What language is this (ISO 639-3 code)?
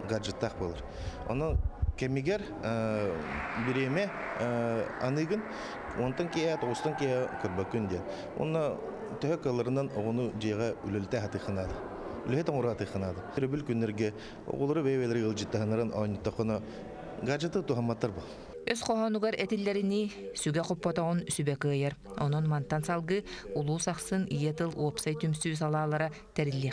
sah